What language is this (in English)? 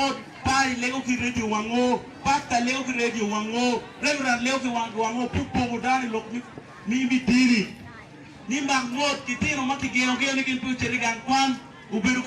Acoli